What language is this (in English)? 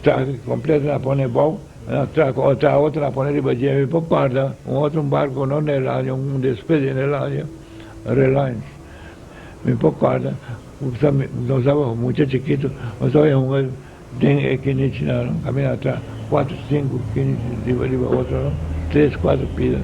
Papiamento